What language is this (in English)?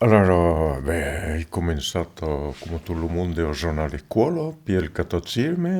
Occitan